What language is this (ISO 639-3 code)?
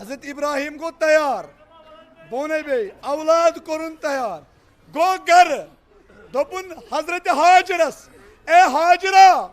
kas